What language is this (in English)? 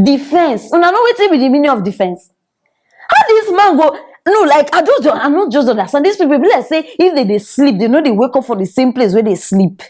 Nigerian Pidgin